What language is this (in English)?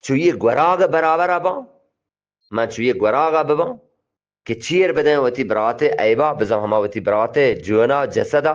Eastern Balochi